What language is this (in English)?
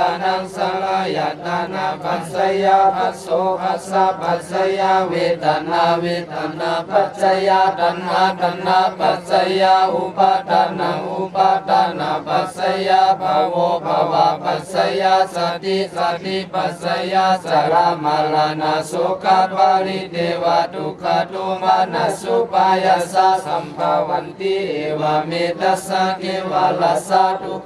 Pali